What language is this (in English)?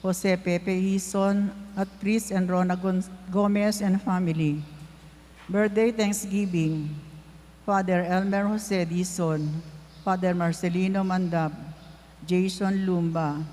Pampanga